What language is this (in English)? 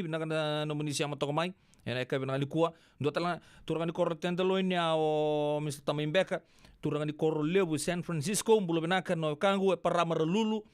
Fijian